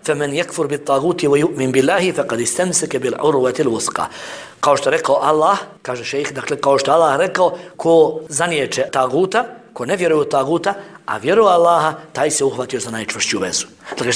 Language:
Bosnian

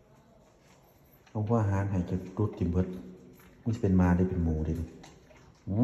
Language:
Lao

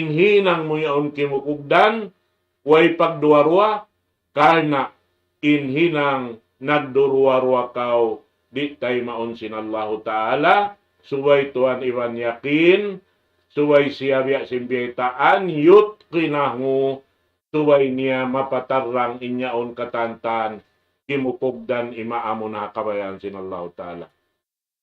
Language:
Tausug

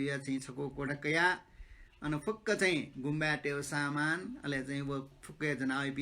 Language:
Newari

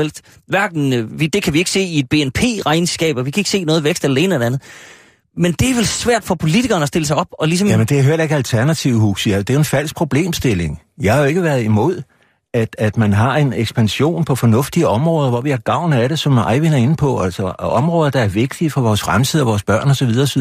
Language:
Danish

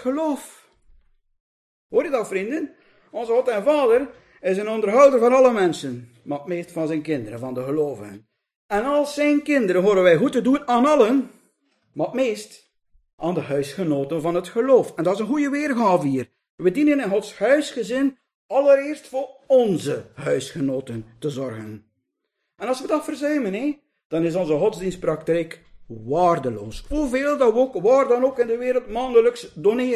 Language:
Dutch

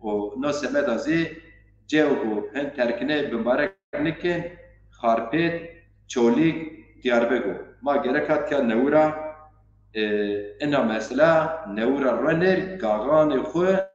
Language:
Zaza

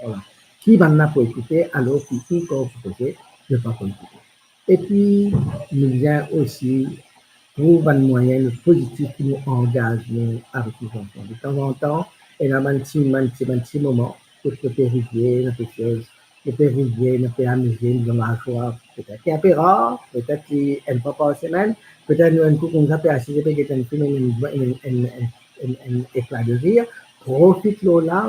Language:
Morisyen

